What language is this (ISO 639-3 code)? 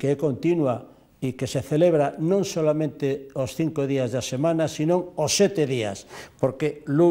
glg